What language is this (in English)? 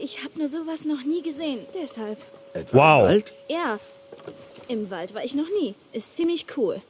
Bavarian